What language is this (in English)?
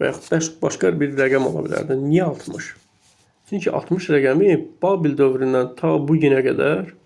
Azerbaijani